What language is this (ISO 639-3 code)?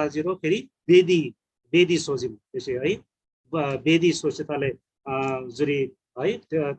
taj